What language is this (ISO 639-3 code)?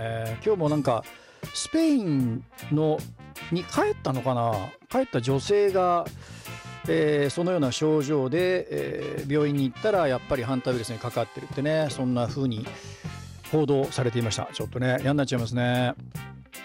jpn